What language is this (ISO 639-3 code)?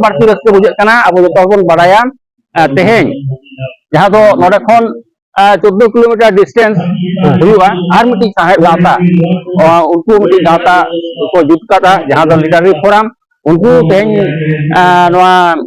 sat